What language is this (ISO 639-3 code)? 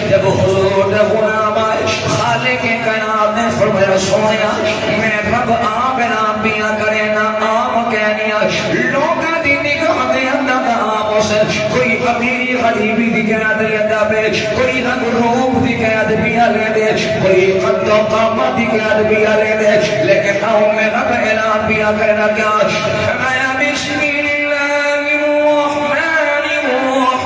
skr